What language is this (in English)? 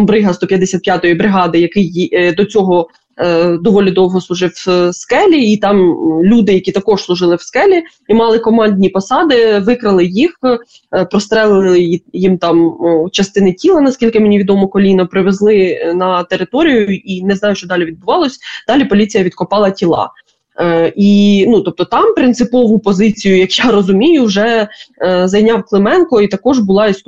Ukrainian